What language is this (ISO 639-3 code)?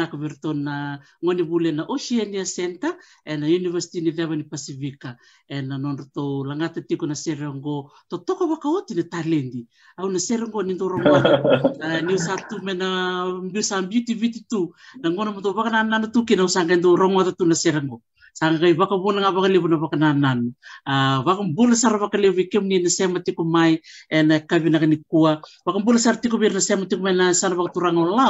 fij